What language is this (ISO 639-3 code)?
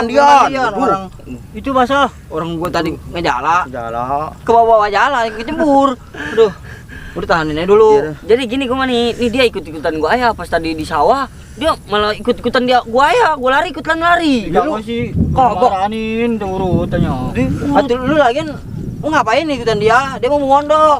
bew